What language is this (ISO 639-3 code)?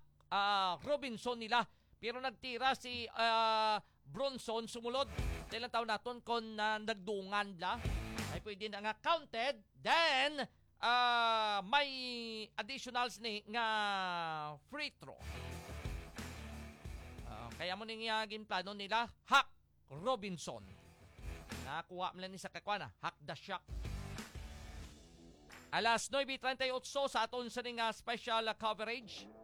hil